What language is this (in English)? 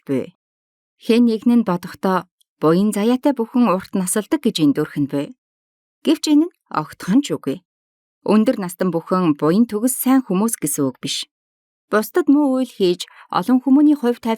Mongolian